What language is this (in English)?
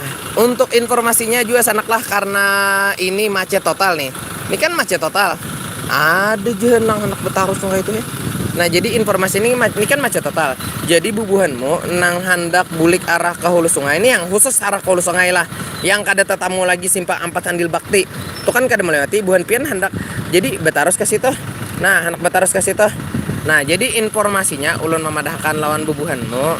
Banjar